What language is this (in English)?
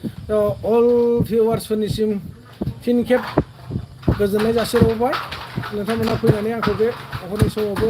Bodo